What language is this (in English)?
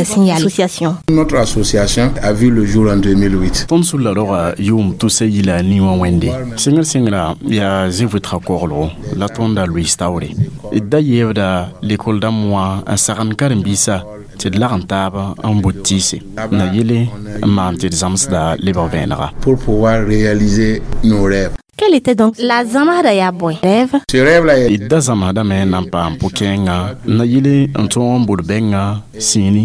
Mossi